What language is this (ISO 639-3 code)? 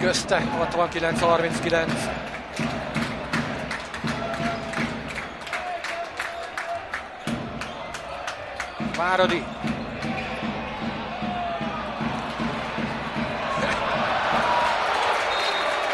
hun